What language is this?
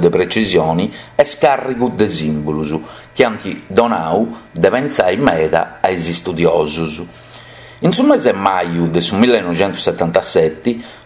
Sardinian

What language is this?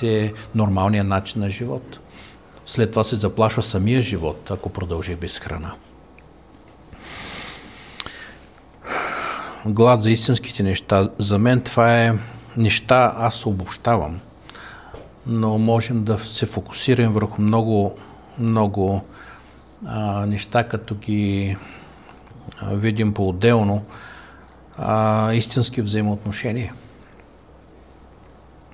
Bulgarian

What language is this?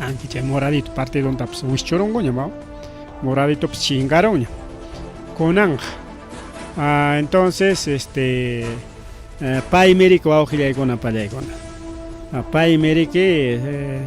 Ayacucho Quechua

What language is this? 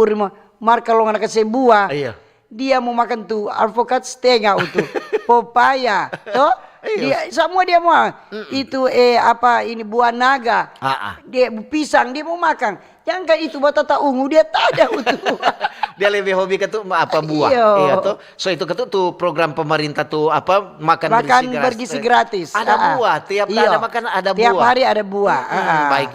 Manado Malay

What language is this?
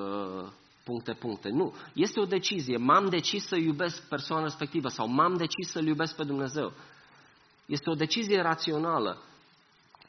Romanian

